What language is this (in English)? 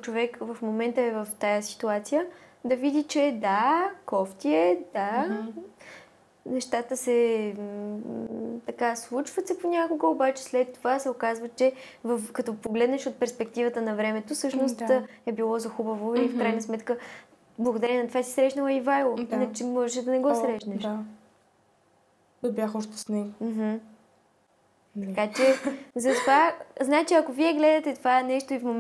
Bulgarian